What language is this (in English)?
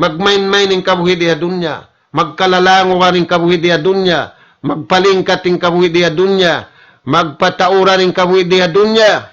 Tausug